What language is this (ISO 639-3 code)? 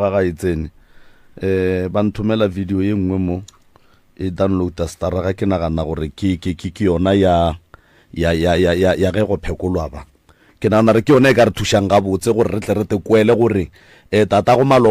nso